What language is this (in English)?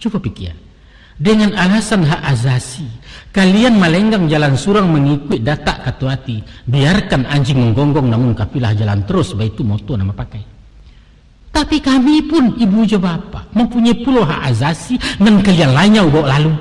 Minangkabau